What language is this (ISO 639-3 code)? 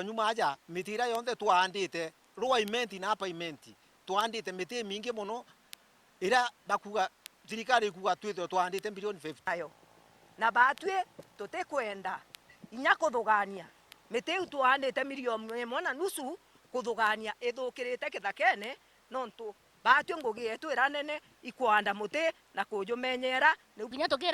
mer